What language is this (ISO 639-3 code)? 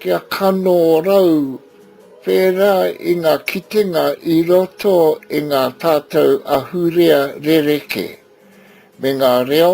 mri